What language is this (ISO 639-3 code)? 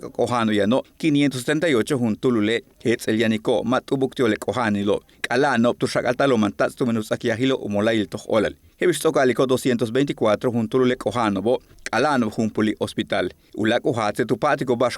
yua